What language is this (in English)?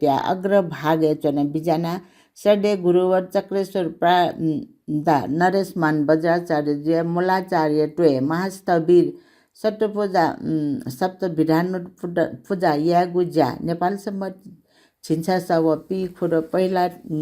Newari